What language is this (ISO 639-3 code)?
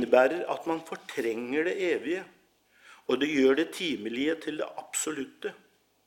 nor